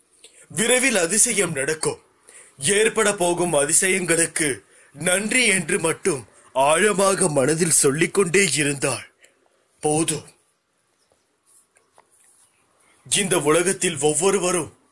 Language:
Tamil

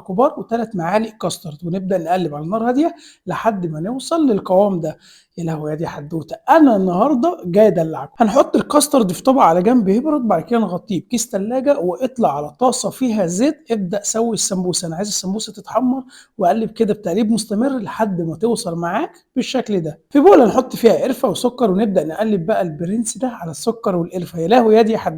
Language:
Egyptian Arabic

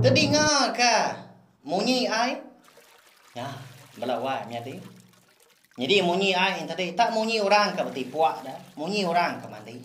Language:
Iban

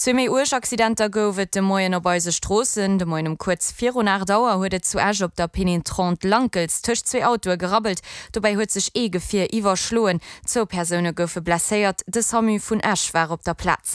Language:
Luxembourgish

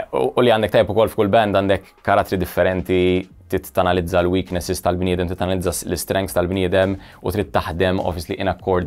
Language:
Maltese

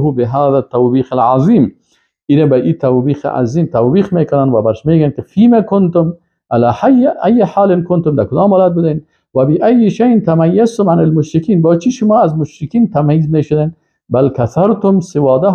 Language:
Persian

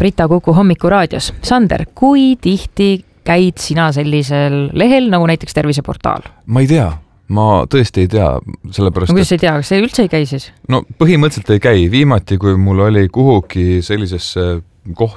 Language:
Estonian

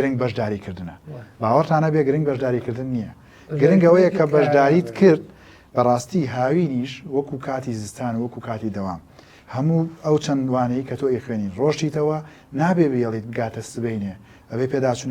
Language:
Central Kurdish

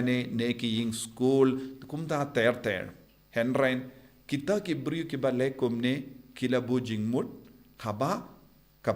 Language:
Khasi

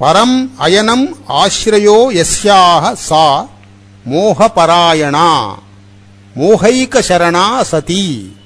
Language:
Sanskrit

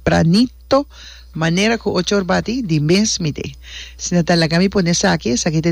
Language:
Papiamento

